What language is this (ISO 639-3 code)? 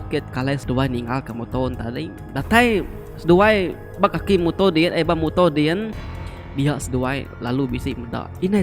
iba